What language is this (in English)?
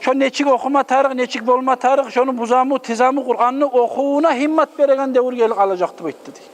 Kumyk